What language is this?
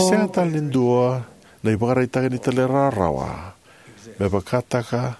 Fijian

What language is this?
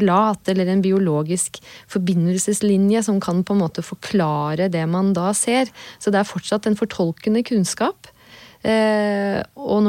Norwegian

